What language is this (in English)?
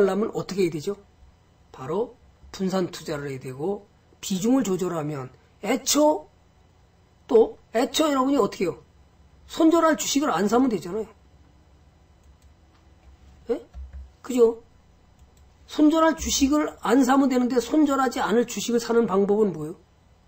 Korean